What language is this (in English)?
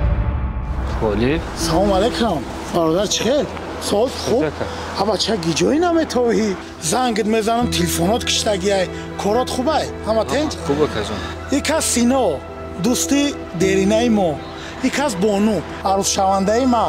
Tajik